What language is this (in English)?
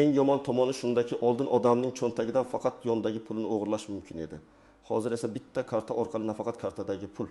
Uzbek